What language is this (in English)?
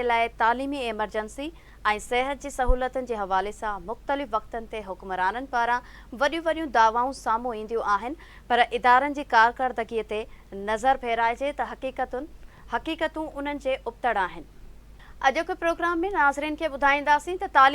Sindhi